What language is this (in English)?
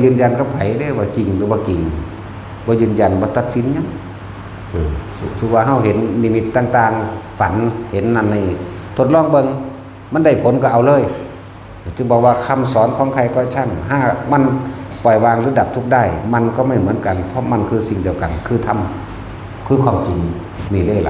Northeastern Thai